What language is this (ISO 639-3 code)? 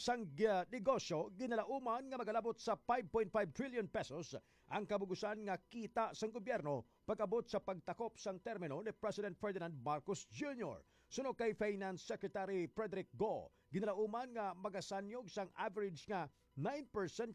hil